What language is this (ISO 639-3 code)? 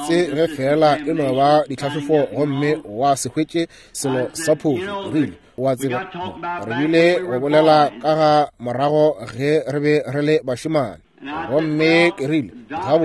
nso